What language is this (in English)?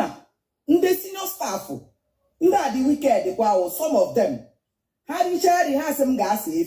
Igbo